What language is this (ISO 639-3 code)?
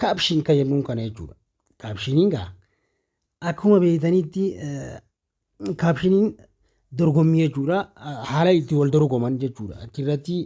orm